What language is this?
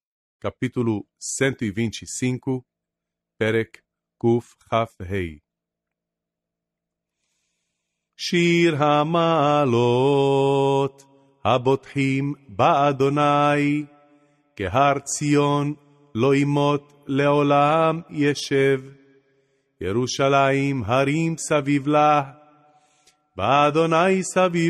Hebrew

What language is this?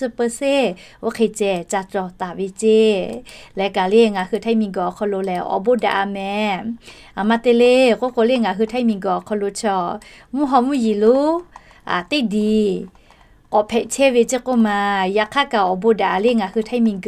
Lahu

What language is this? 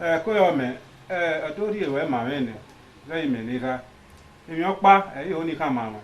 Bini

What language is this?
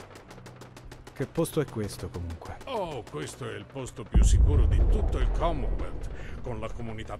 Italian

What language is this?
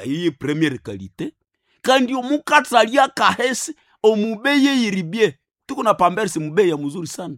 Nande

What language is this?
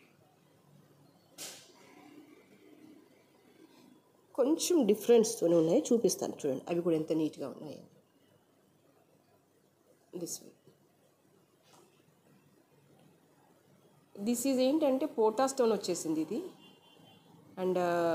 Telugu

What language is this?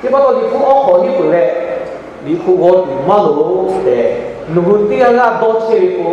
Lahu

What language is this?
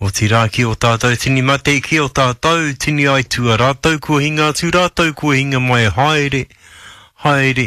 Māori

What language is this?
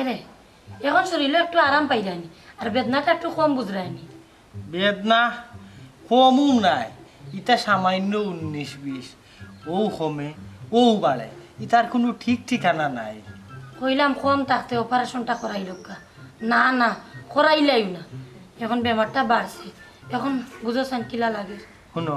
Sylheti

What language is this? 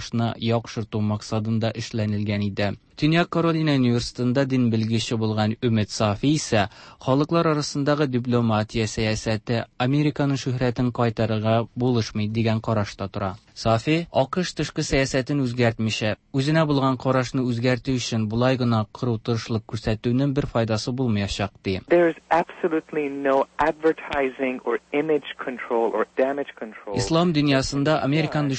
Tatar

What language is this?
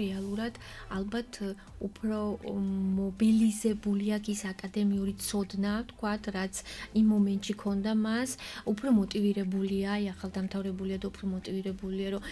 Georgian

